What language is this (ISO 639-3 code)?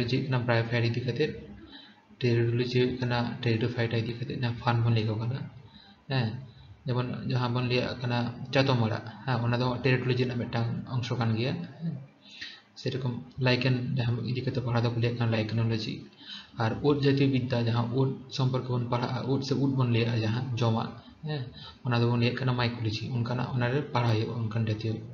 sat